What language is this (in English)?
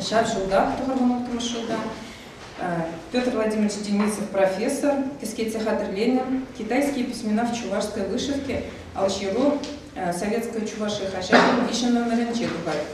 Chuvash